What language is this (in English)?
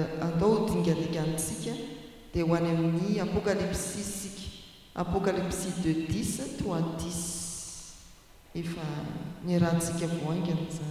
Malagasy